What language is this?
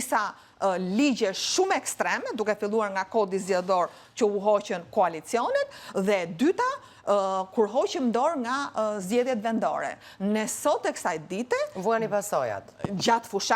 Albanian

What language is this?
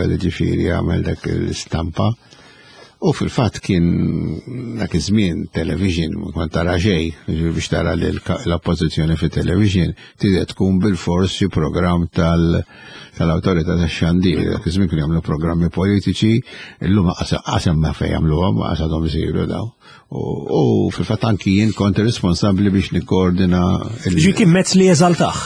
Maltese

